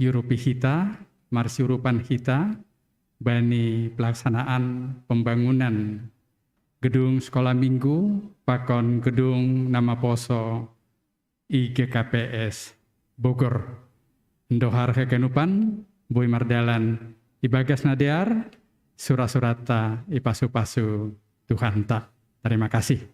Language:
Batak Simalungun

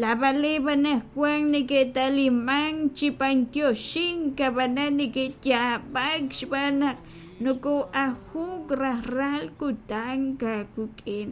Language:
Kekchí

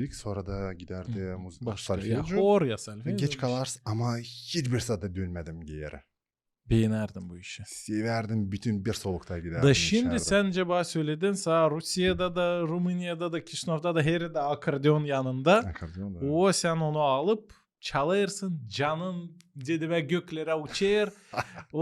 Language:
Gagauz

